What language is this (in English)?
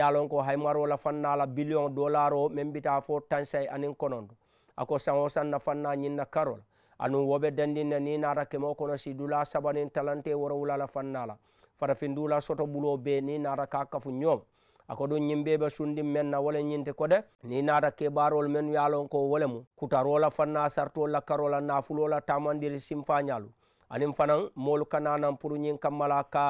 Mandingo